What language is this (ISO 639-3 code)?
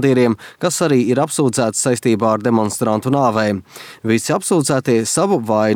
lav